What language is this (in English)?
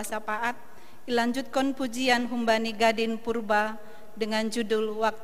Batak Simalungun